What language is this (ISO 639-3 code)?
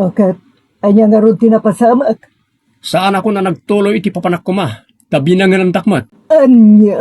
ilo